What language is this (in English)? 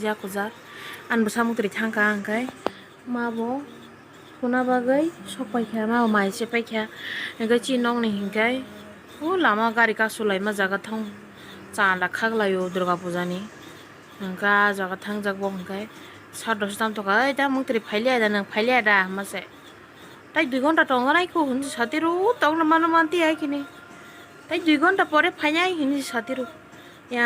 Kok Borok